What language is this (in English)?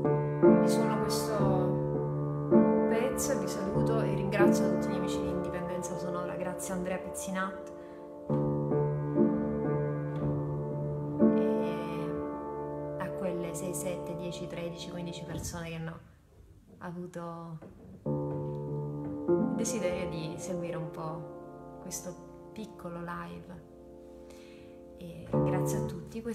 Italian